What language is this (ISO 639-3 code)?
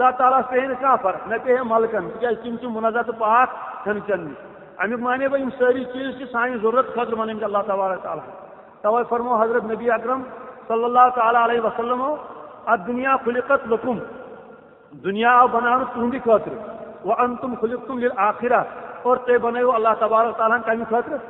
kas